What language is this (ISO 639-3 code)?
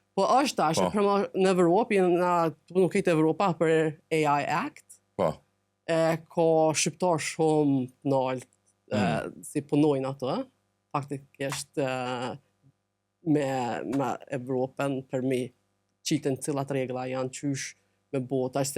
sqi